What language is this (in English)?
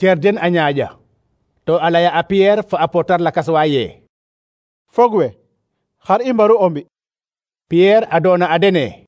Serer